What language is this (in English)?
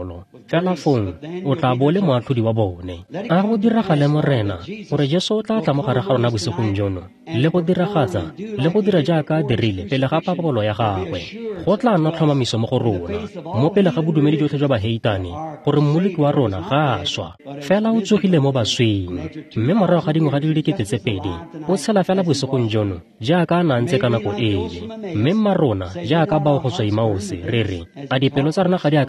Tswana